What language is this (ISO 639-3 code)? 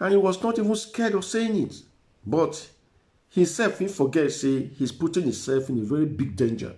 pcm